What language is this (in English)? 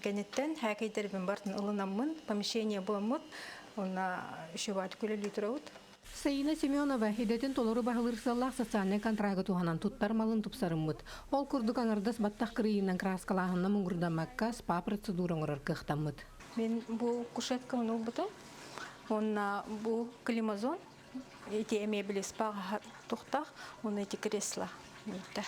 Yakut